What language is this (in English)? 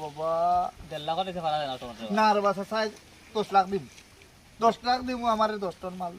Sylheti